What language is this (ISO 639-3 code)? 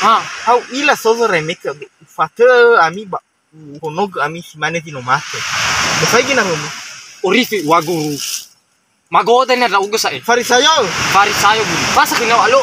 nia